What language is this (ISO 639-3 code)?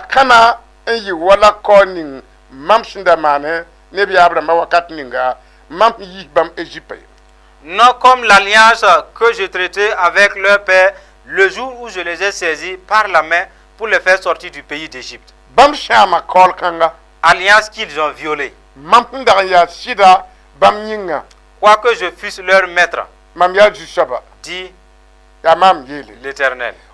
mos